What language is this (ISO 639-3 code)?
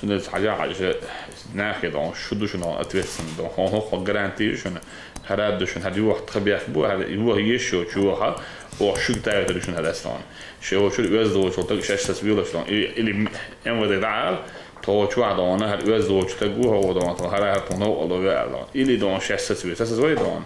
che